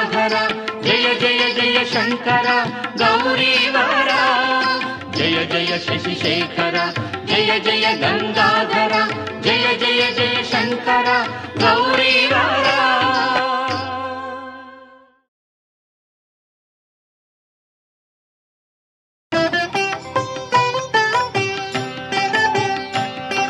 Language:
Kannada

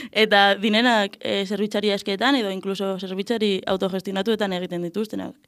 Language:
Basque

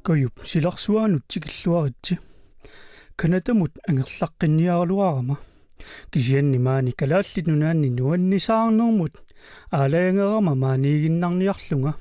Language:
Kalaallisut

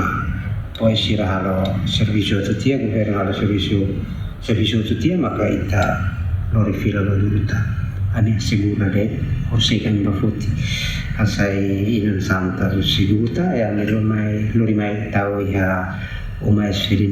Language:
Tetum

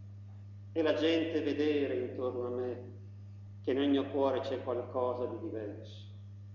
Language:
Italian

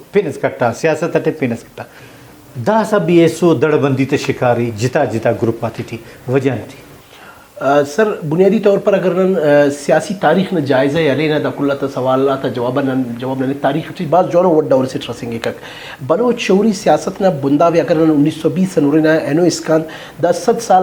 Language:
Brahui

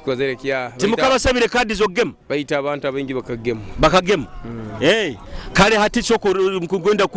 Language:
Nyoro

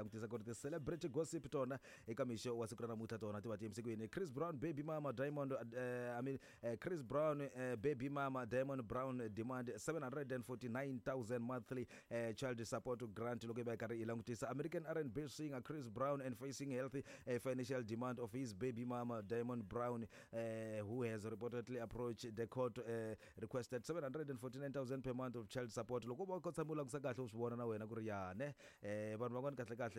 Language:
Tsonga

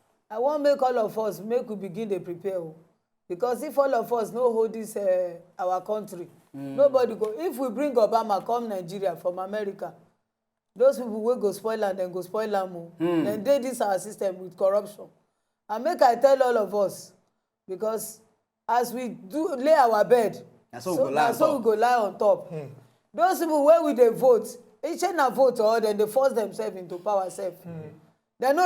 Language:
Nigerian Pidgin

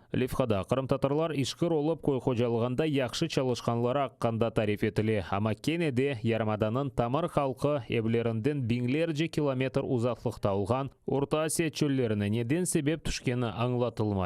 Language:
Crimean Tatar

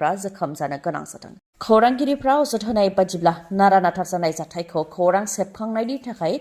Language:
Bodo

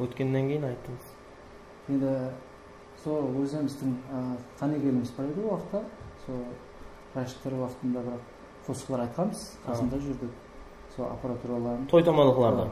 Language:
Kara-Kalpak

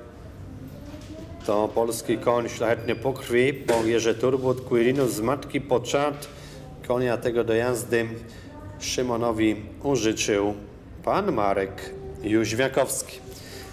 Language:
Polish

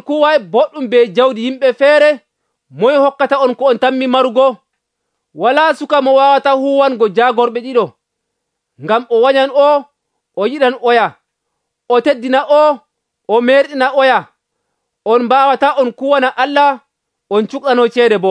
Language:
Nigerian Fulfulde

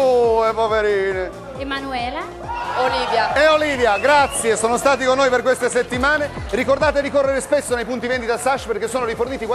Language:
Italian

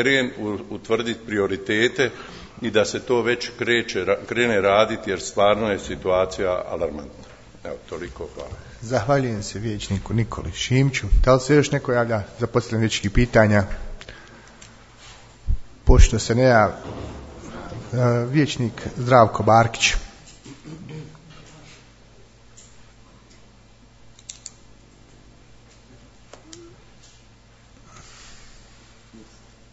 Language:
Bosnian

